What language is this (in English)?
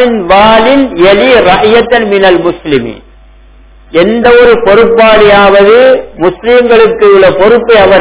Tamil